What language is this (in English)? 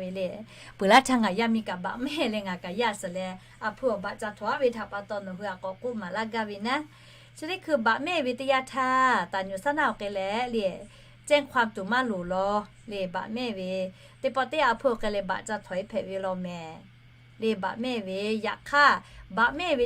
Lahu